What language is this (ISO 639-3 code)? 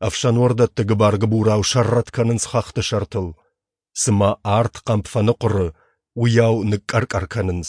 oss